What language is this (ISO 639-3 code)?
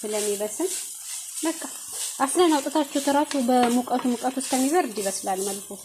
amh